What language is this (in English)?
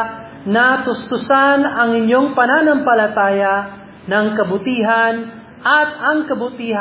Filipino